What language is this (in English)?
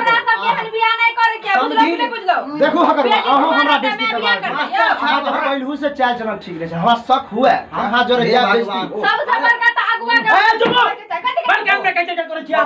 Maithili